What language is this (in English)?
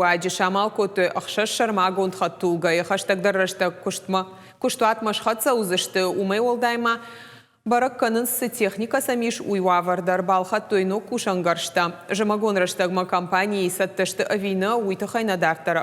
Ossetic